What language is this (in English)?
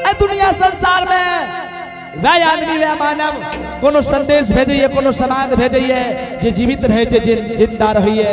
Angika